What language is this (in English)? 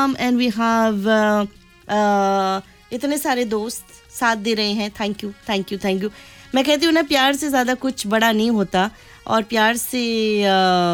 Hindi